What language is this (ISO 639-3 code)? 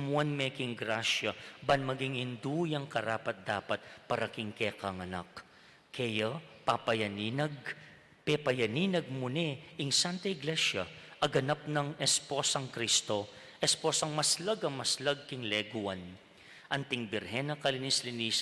pam